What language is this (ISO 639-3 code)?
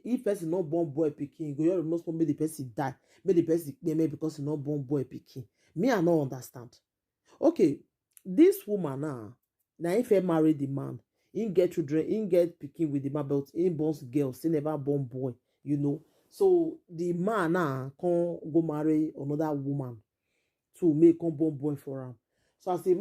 pcm